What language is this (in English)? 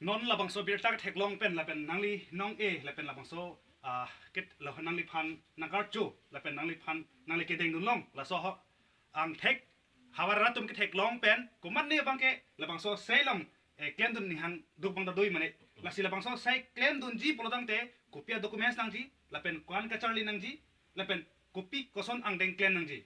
Karbi